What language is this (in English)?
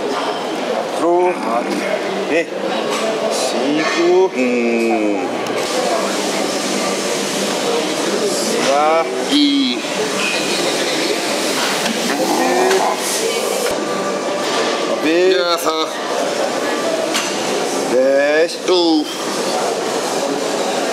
Portuguese